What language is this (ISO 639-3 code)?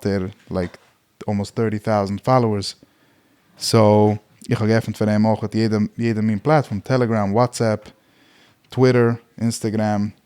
yid